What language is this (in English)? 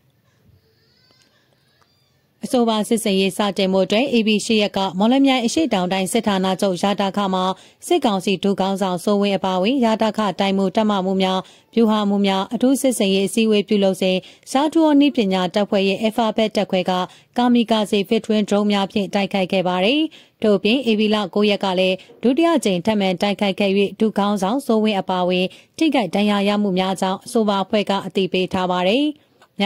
Burmese